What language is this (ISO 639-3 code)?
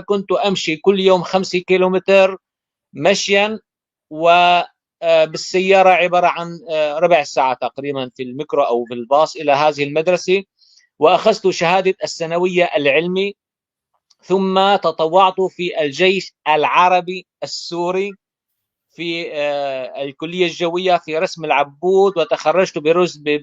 apc